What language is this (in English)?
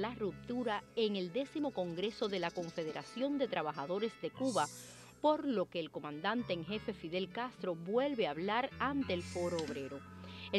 Spanish